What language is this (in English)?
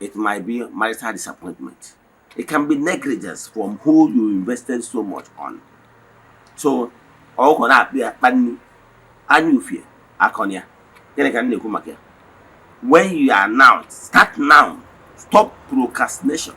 Igbo